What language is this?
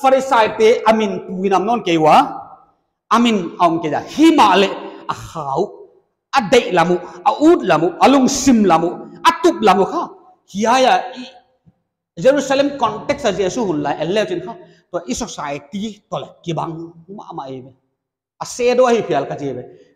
Paite Chin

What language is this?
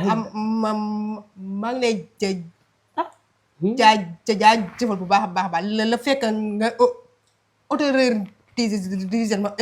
Wolof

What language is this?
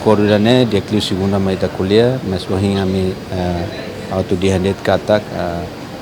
Tetum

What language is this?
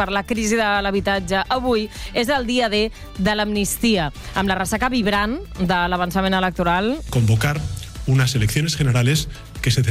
Catalan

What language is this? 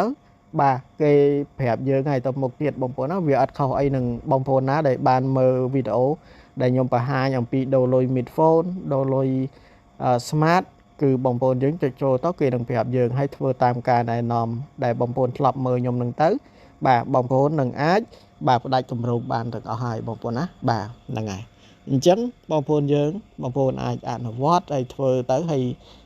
Khmer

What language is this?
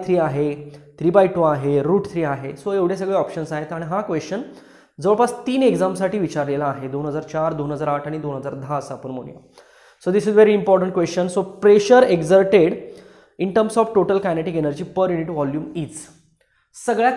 Marathi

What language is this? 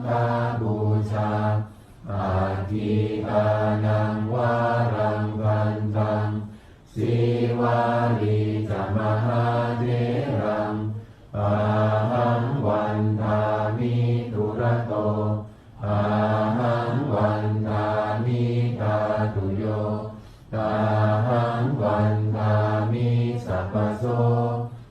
Pali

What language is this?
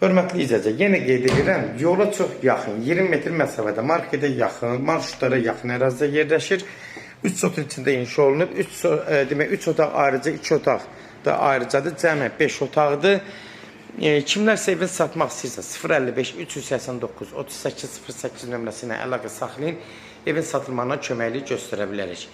Azerbaijani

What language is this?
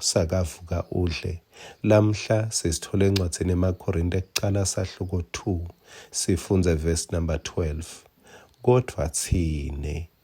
Swati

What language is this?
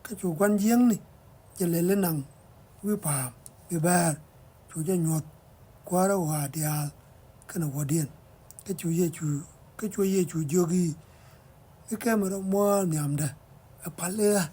Nuer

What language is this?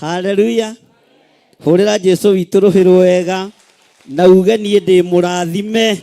Kikuyu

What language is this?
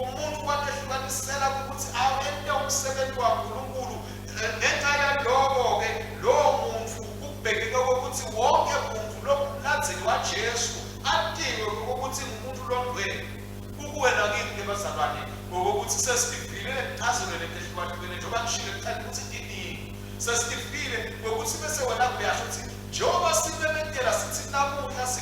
Swati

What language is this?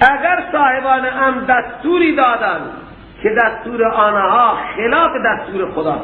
Persian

